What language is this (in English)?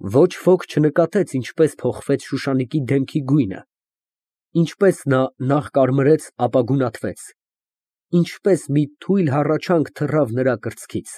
Armenian